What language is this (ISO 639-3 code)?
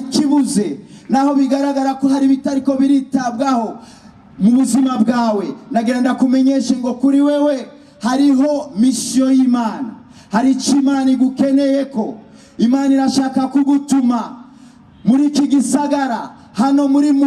run